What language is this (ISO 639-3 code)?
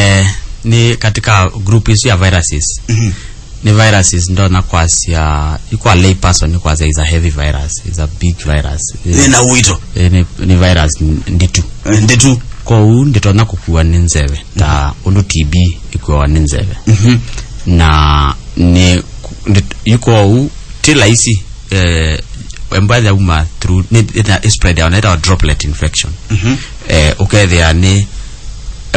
kam